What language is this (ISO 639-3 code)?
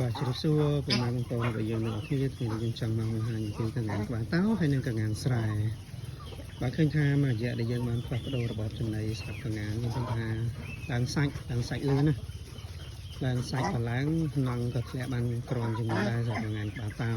khm